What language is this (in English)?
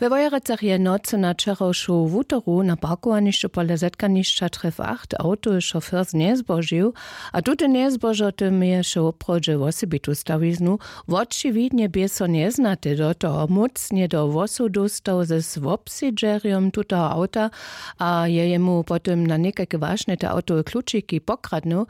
Upper Sorbian